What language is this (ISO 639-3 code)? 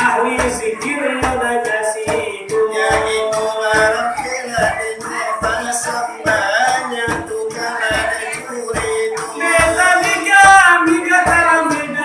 min